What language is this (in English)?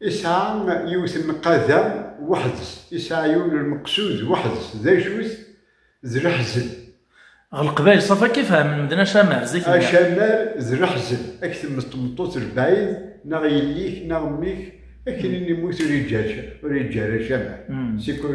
Kabyle